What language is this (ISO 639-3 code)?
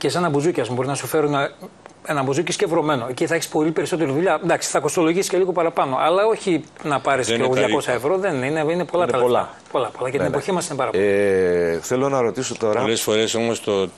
ell